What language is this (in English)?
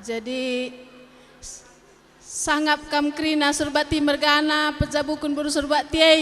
Batak Karo